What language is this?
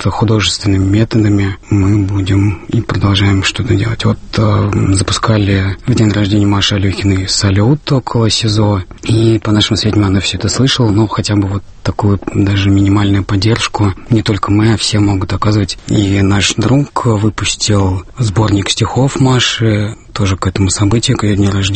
Russian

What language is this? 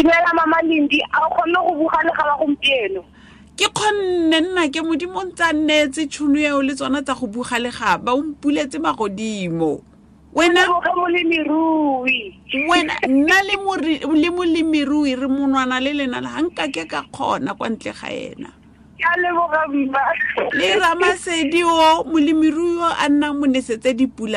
Tswana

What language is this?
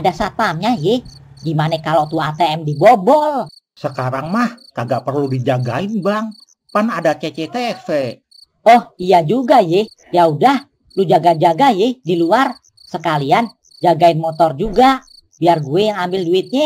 Betawi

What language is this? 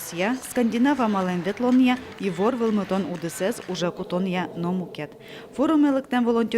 Udmurt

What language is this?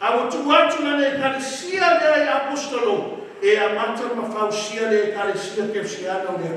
Samoan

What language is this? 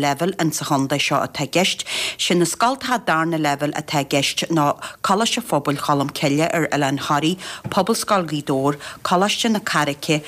Irish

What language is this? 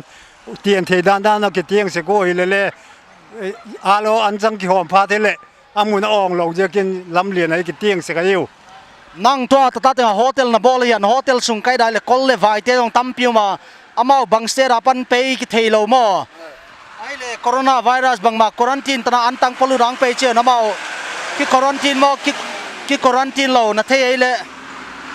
Paite Chin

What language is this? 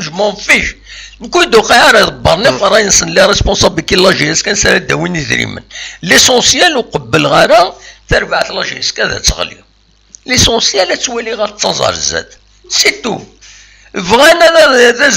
Kabyle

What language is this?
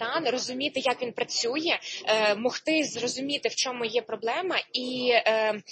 Ukrainian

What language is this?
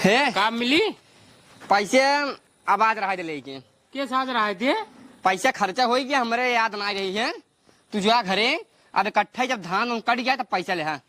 Awadhi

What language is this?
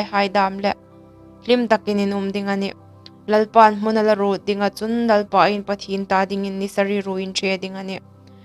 Hmar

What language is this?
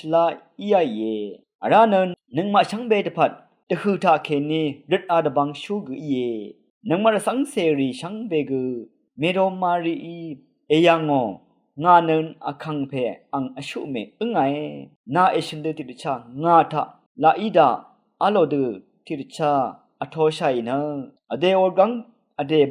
Rawang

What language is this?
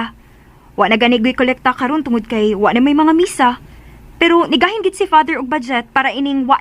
Cebuano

